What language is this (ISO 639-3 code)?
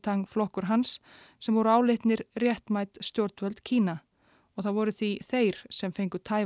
isl